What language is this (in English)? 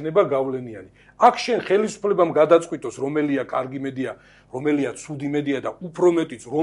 Georgian